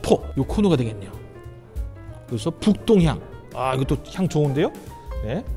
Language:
Korean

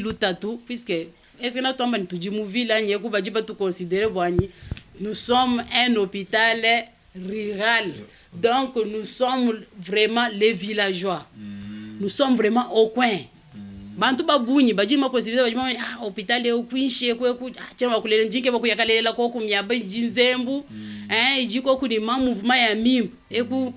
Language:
Luba-Lulua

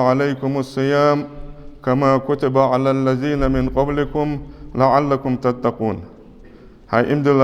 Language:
Ingush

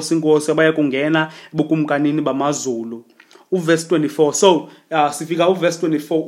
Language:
Xhosa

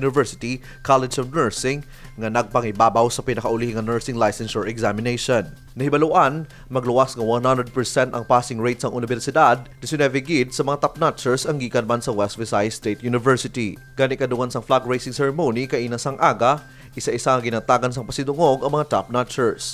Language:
Hiligaynon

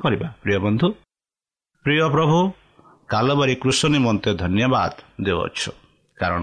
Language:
Odia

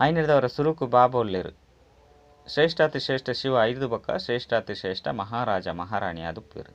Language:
Tulu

